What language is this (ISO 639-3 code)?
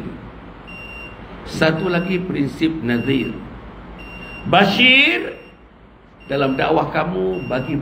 msa